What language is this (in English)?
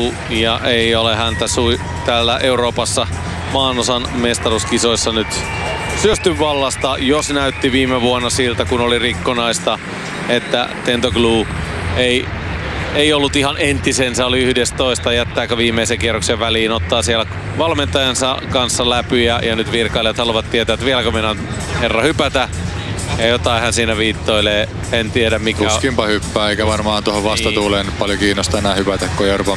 Finnish